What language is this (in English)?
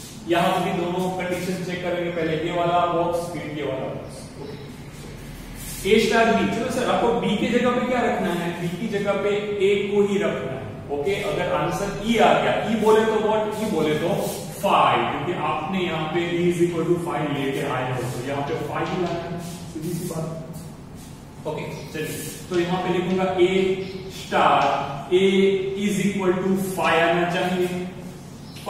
Hindi